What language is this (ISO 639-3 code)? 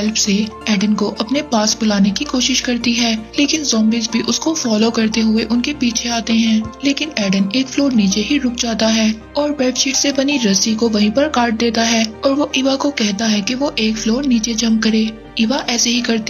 hin